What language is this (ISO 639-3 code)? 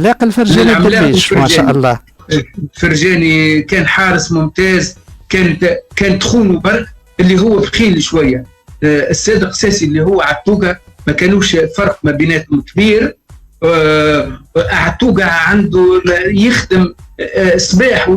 aeb